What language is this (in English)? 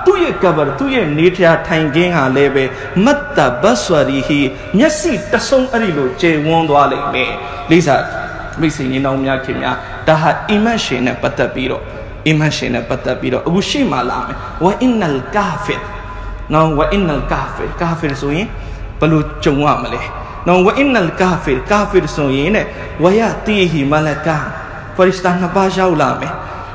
Burmese